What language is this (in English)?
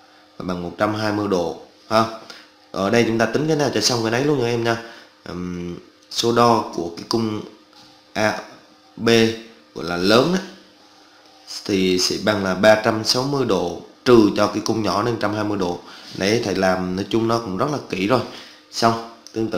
Vietnamese